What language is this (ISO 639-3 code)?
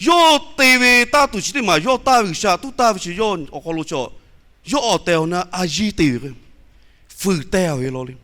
lhu